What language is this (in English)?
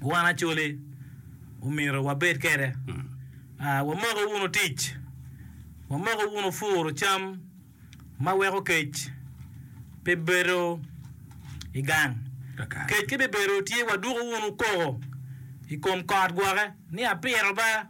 Acoli